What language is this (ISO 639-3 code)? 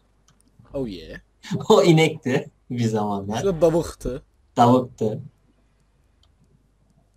tur